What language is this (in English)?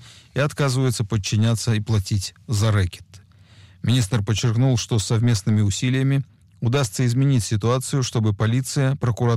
Russian